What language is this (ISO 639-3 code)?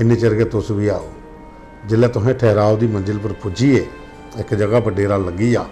doi